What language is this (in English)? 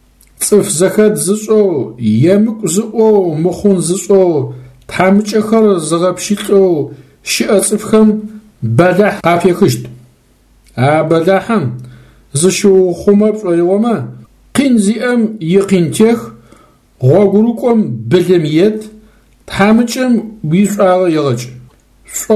Adyghe